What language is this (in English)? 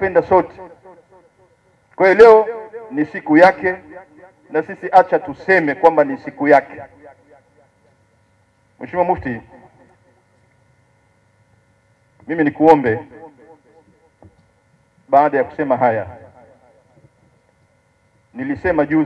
Swahili